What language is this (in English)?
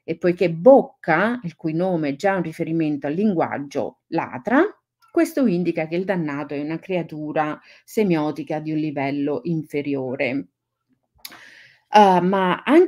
Italian